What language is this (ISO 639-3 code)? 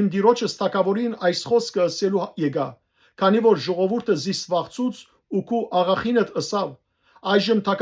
hyw